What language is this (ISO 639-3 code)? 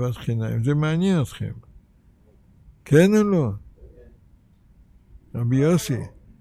heb